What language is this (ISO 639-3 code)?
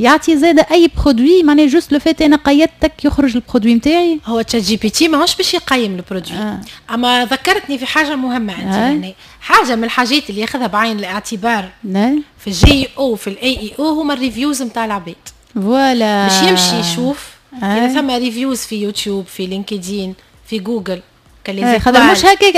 aeb